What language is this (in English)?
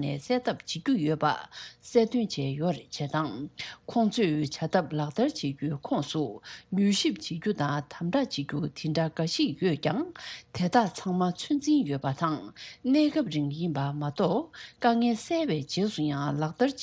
Tibetan